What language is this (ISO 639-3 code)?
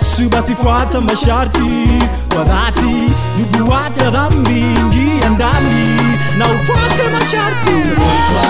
swa